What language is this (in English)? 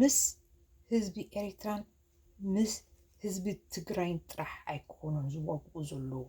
Tigrinya